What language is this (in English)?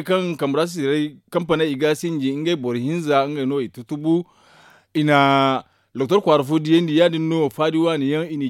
Zarma